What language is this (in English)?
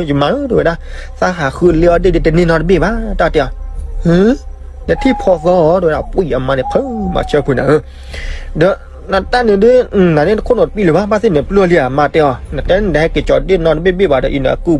S'gaw Karen